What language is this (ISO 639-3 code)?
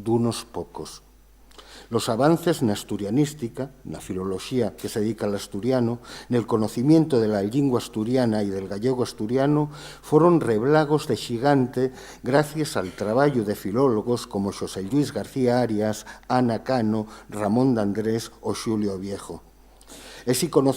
ast